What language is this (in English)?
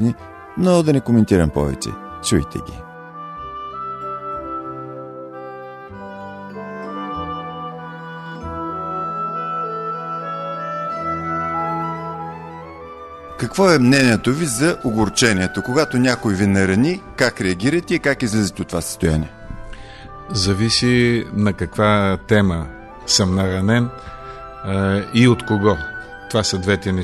Bulgarian